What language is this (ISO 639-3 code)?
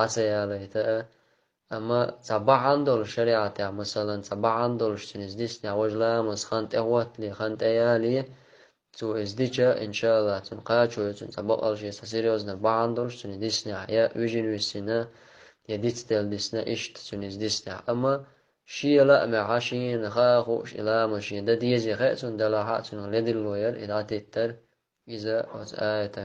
che